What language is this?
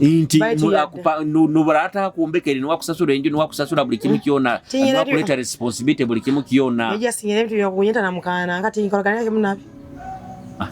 Nyoro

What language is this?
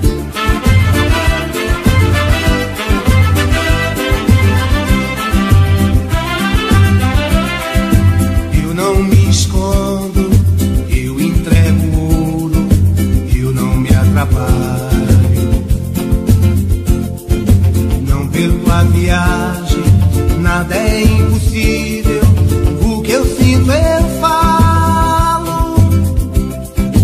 Portuguese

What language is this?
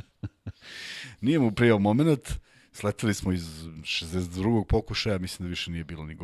Serbian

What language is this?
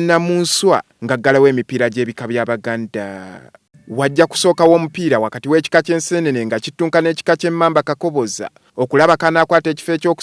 Ganda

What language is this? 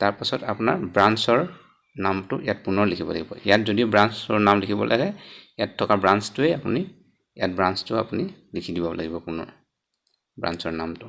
Assamese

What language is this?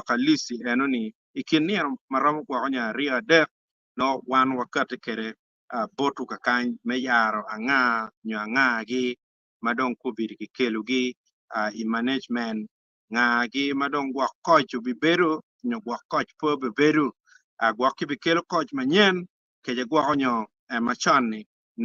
Acoli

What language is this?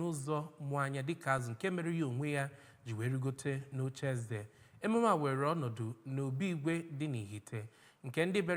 Igbo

